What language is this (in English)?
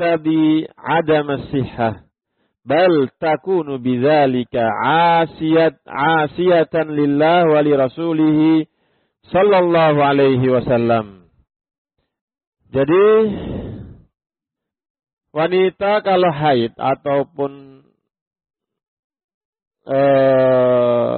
Indonesian